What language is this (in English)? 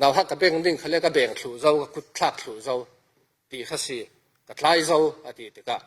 Falam Chin